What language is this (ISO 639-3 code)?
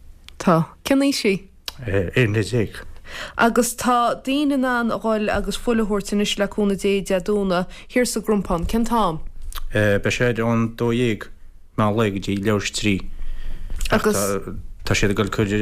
gle